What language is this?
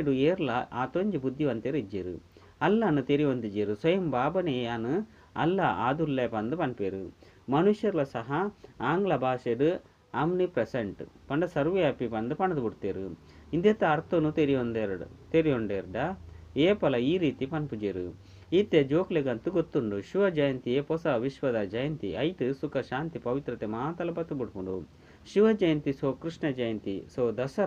Tulu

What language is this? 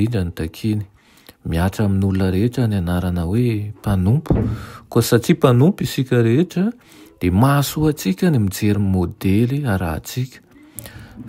Malagasy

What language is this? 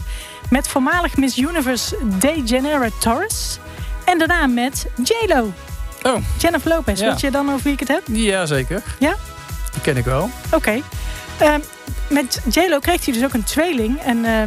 Dutch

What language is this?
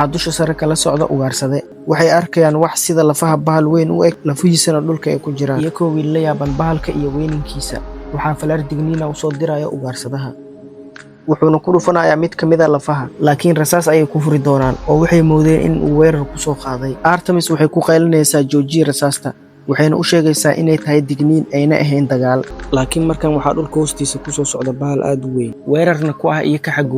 Somali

